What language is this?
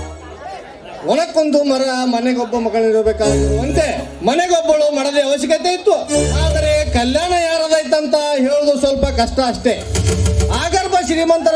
Kannada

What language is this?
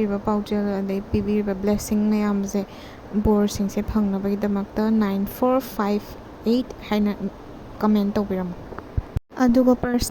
Manipuri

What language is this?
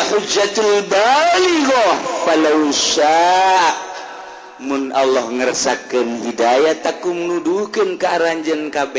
Sundanese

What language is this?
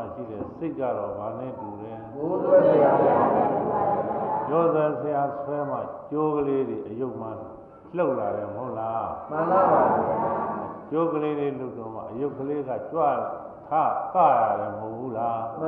Burmese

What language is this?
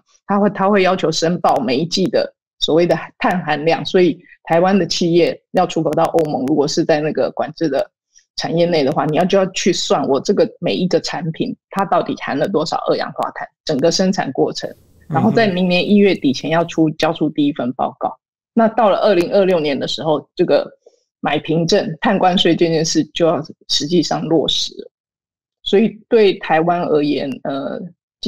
Chinese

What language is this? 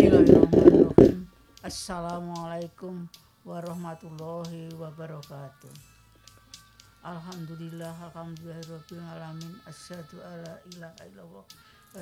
Indonesian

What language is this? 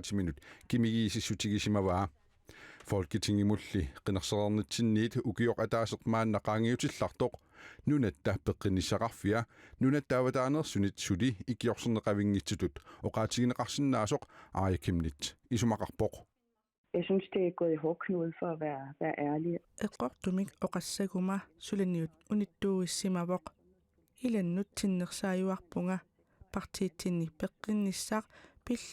Kalaallisut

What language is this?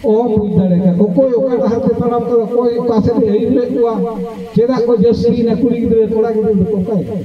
Santali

